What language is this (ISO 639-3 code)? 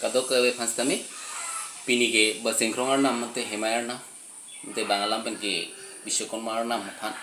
mjw